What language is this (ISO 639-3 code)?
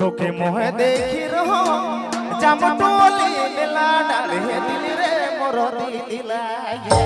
sck